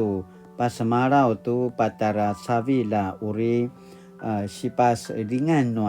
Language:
Paiwan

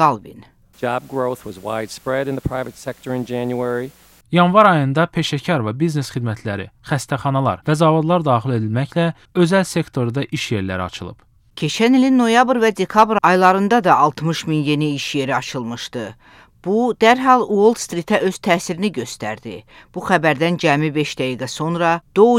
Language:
Azerbaijani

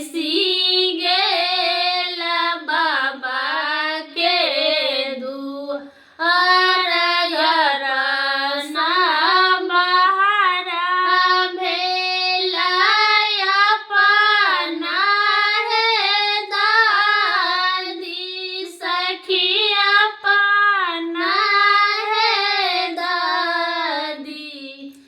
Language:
Maithili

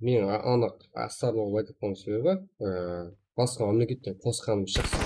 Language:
Kara-Kalpak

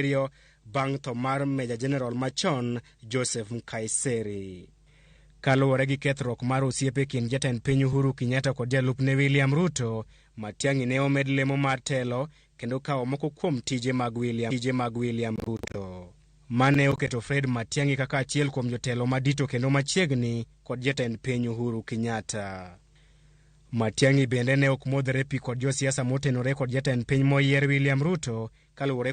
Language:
Luo (Kenya and Tanzania)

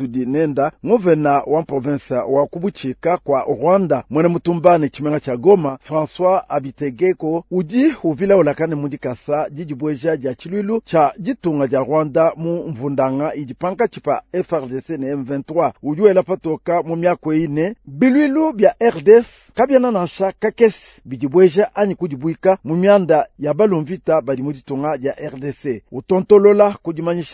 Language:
Luba-Lulua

